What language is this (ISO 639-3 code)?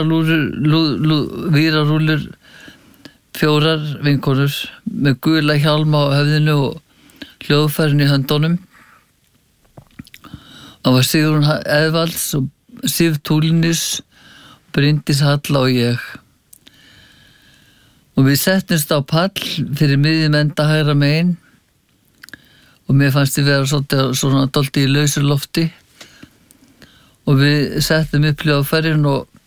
isl